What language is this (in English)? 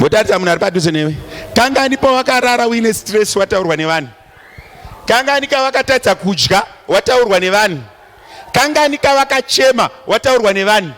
Shona